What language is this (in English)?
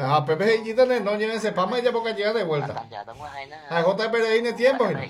Guarani